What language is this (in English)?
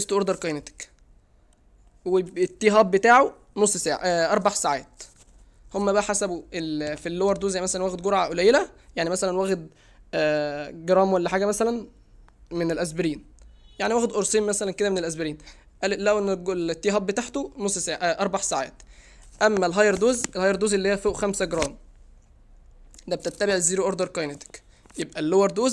Egyptian Arabic